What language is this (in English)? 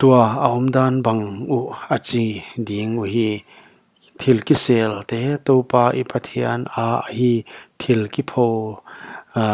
Paite Chin